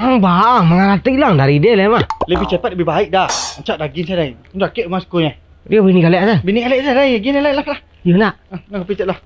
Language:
Minangkabau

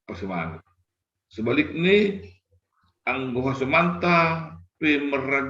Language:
Batak Simalungun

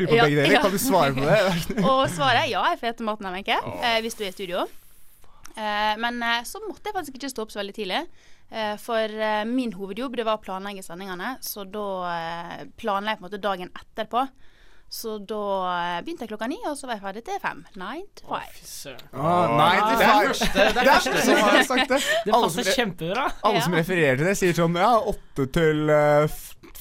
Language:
Norwegian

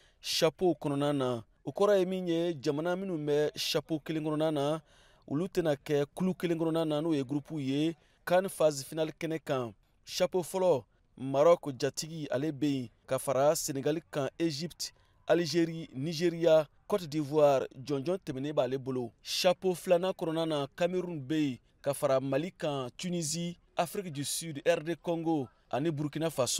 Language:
Bambara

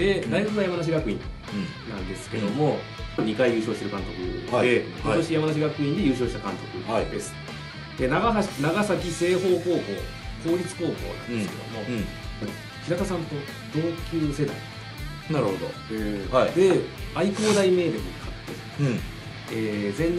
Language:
Japanese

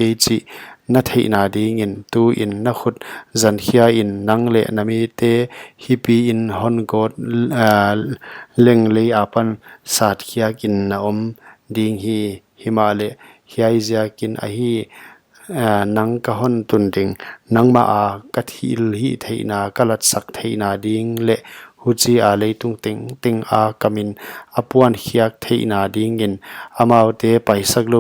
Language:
Paite Chin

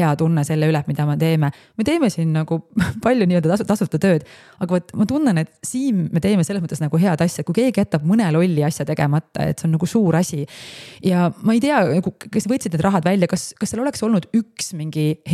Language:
Estonian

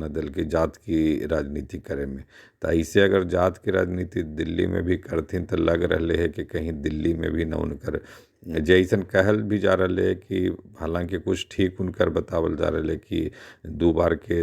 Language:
Magahi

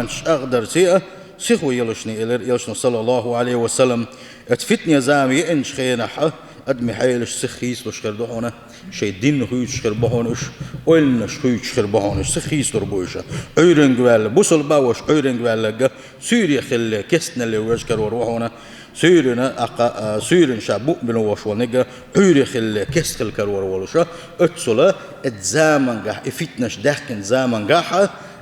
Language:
Chechen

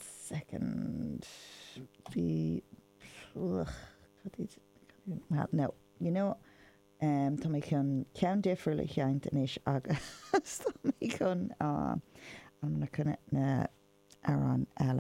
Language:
Irish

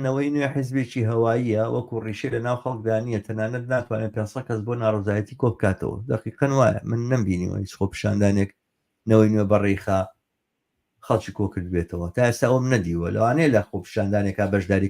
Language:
Central Kurdish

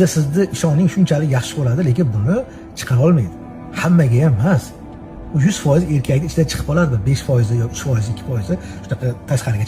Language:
Uzbek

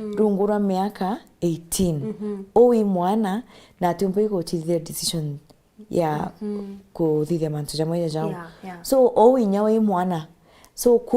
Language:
Meru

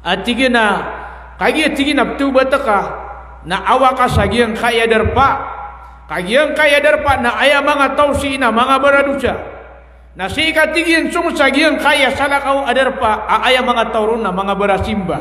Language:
Maranao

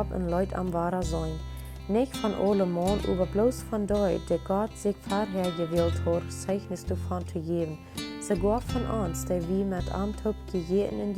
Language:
Plautdietsch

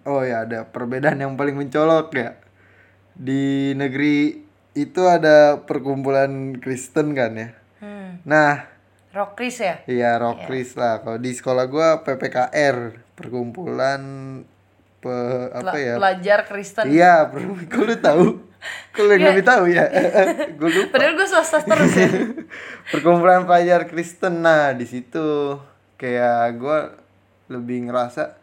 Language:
Indonesian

